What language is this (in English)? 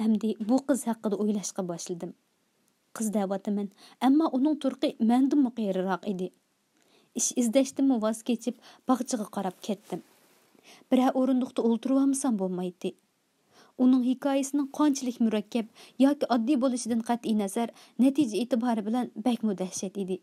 Uyghur